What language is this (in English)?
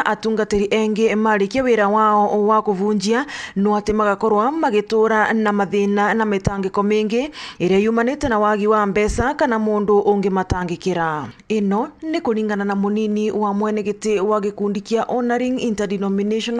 Meru